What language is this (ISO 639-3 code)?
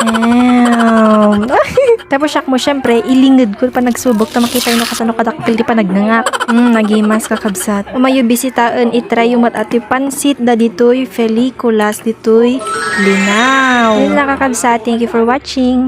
ilo